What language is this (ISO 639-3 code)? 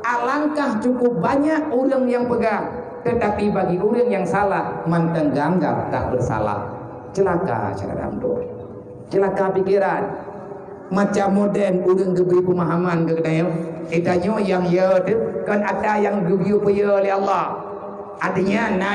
ace